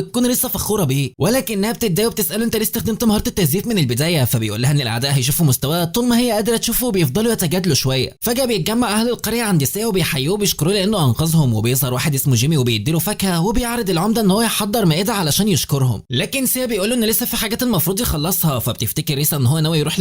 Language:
Egyptian Arabic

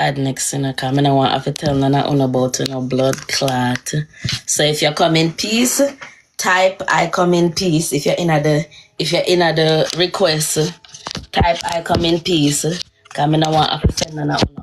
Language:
Jamaican Creole English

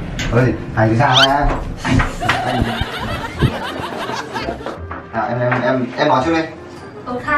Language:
Vietnamese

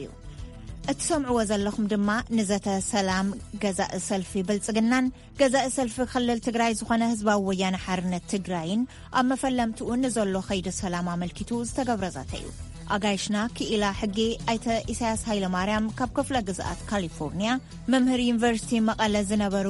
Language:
Tigrinya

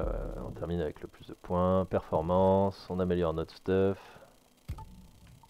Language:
French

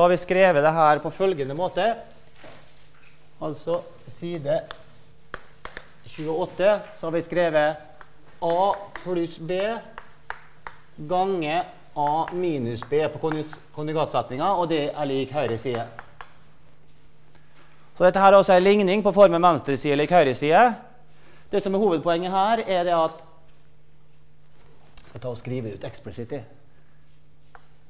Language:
Norwegian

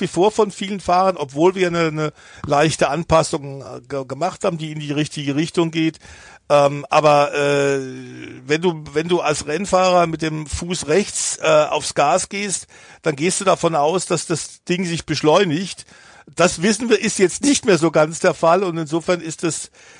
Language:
German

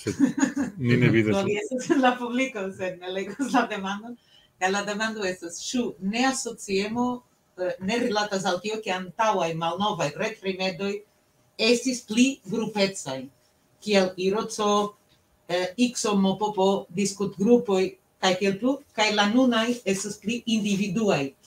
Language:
Esperanto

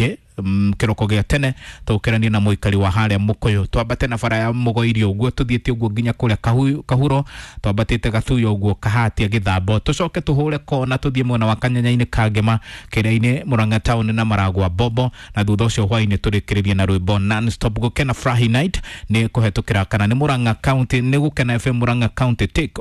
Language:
Kikuyu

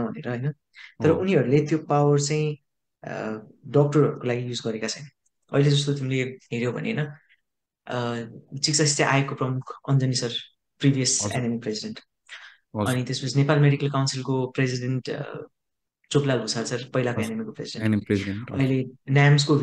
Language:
Nepali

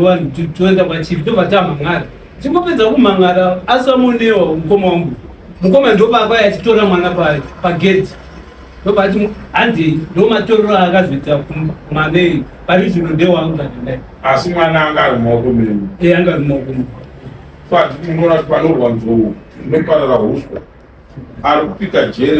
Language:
Shona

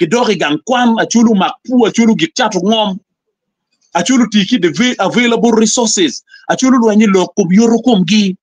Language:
Acoli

